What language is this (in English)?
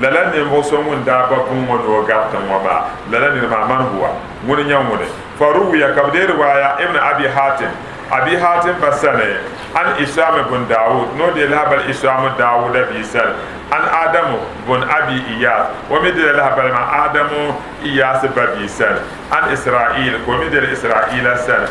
Dagbani